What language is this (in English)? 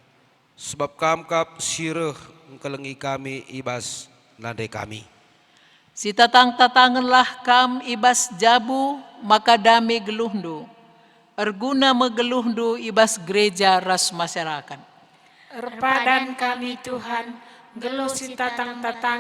Batak Karo